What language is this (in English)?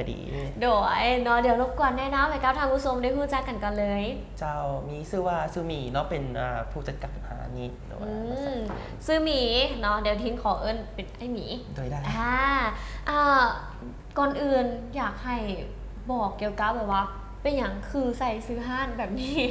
Lao